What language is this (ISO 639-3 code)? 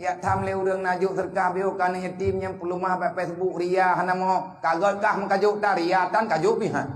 ace